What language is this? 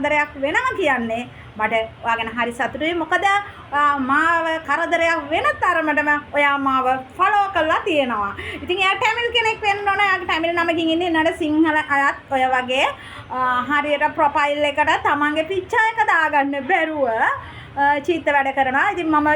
Sinhala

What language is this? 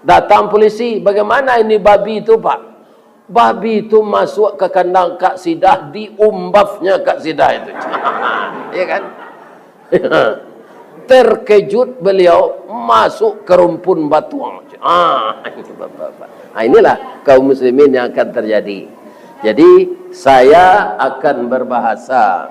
Minangkabau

